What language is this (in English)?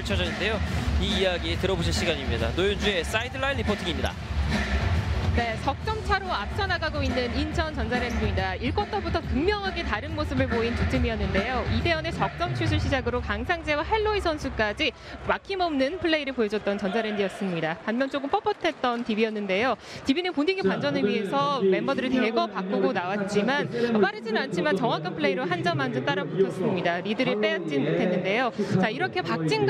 Korean